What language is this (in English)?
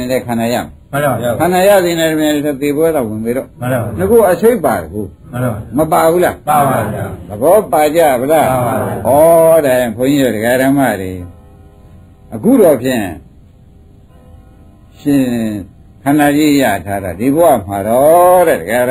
Burmese